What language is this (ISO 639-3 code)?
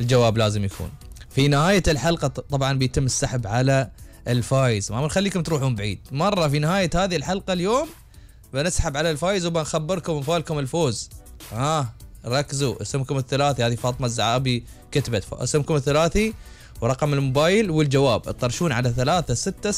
afb